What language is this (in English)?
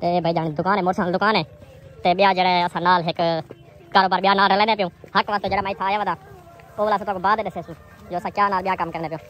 Saraiki